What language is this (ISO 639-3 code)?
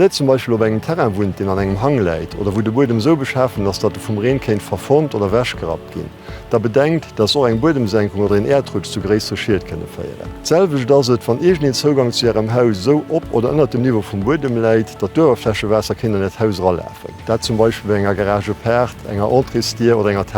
ltz